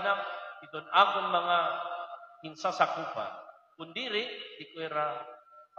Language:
Waray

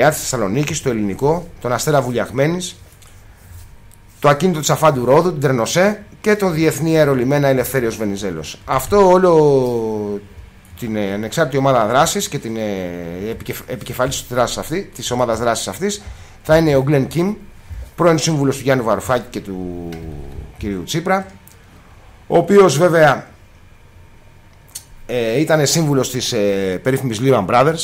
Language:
Greek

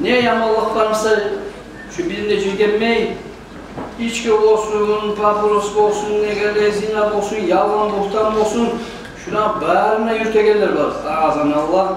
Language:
Kumyk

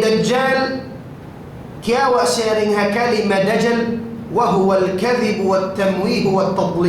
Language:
Tausug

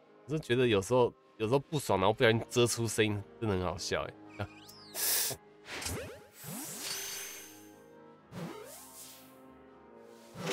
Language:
Chinese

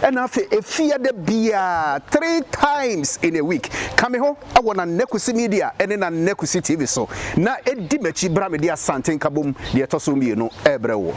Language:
Akan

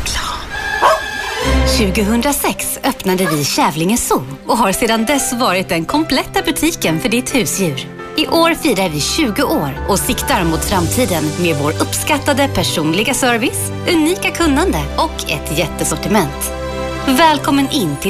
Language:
Swedish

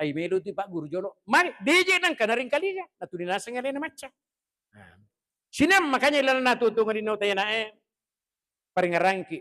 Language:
Buginese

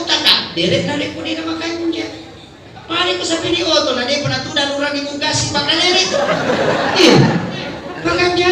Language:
Buginese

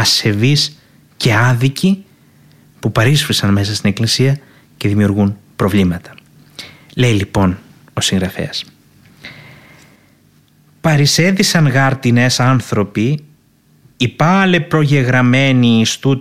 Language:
Greek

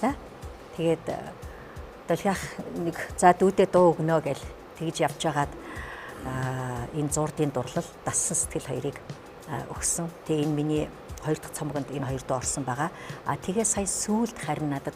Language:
Mongolian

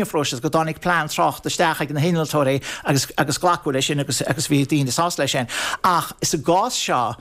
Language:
Irish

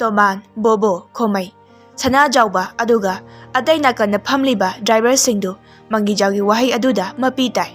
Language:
Manipuri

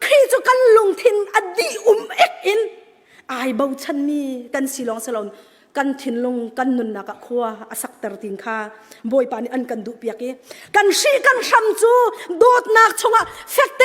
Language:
Hakha Chin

